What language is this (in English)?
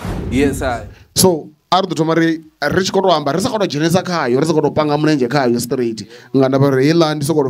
Venda